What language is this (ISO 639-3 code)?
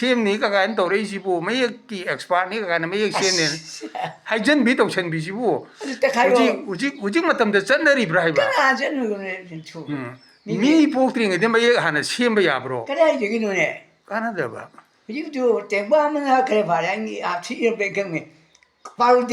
mni